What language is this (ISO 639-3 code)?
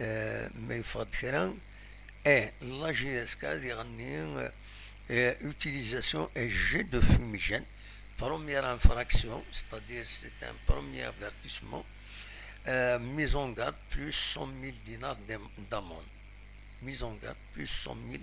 kab